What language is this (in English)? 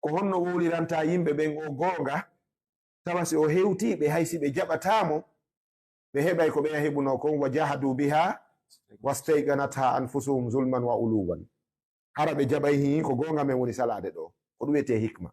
Fula